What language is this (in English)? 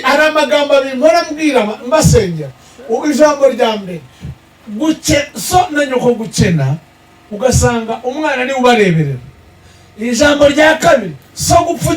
Kinyarwanda